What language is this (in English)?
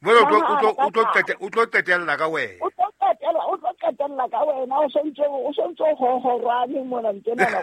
Southern Sotho